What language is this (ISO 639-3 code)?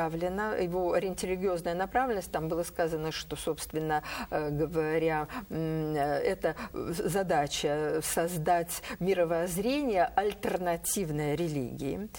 rus